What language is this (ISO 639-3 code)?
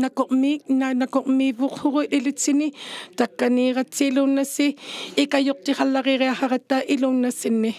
iku